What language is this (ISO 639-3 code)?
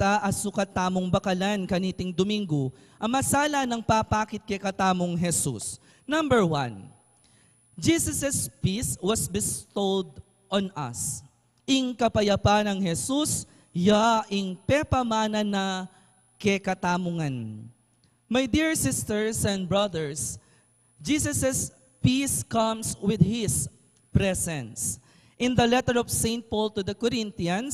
pam